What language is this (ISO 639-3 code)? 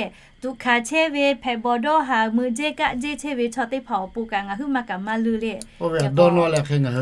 lhu